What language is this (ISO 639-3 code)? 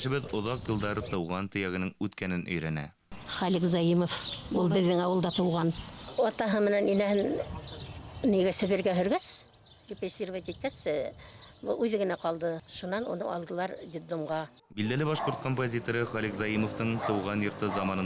bak